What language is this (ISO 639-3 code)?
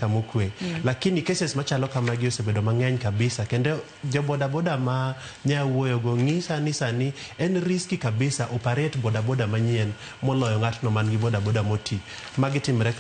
luo